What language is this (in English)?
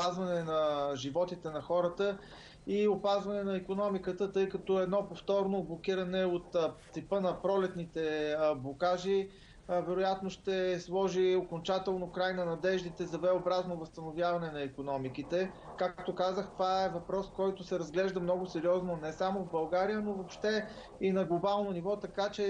Bulgarian